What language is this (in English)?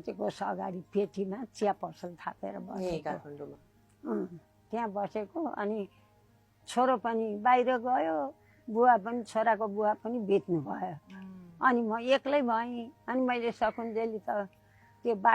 Nepali